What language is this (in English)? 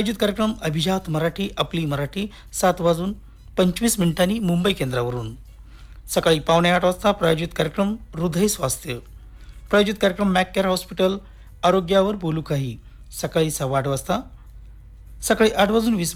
Marathi